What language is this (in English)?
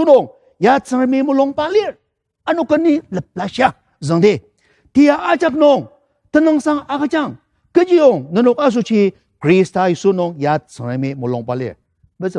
Ao Naga